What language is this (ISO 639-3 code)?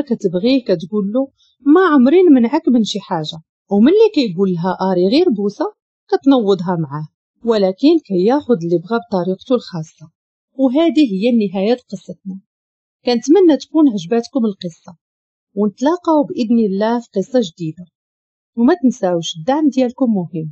ary